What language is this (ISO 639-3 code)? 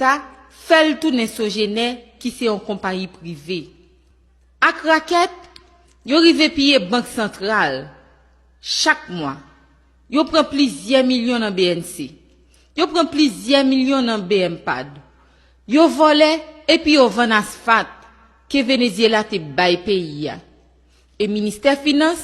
hat